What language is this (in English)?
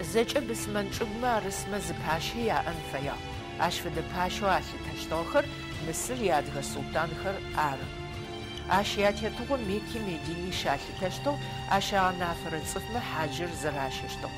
Adyghe